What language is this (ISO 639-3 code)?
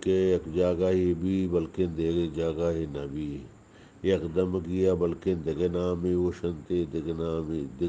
bgp